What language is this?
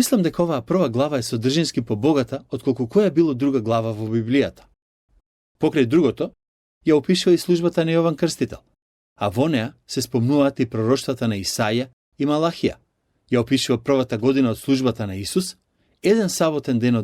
Macedonian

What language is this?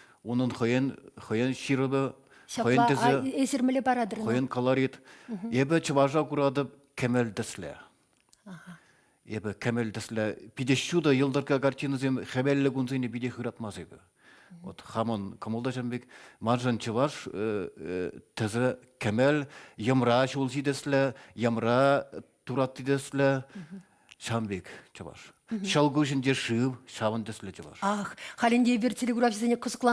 Chuvash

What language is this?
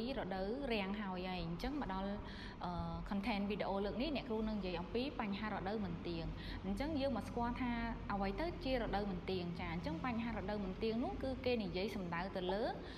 Khmer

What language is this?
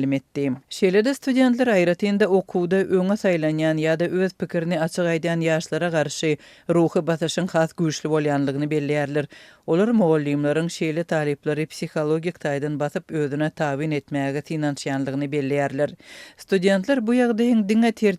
Turkmen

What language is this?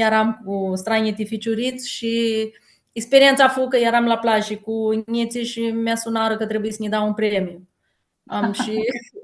Aromanian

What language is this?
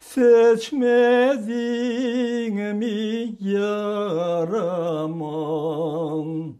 Crimean Tatar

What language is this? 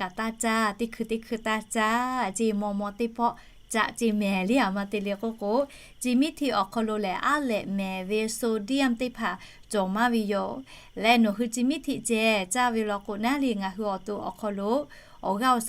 Lahu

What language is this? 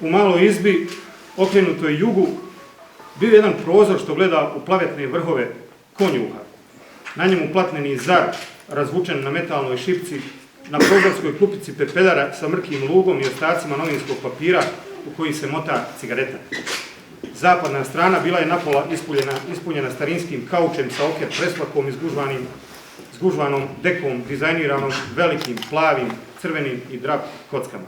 Bosnian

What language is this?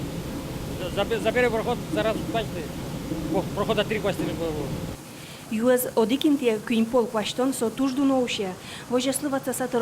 Udmurt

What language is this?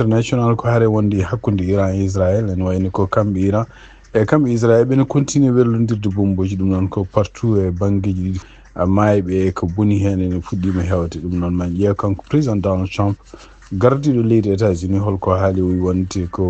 Fula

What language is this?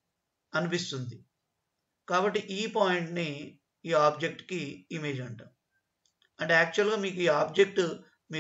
Telugu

